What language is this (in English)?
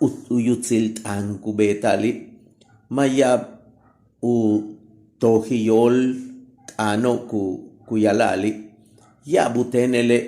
Yucateco